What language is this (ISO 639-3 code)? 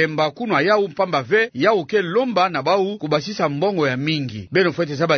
ktu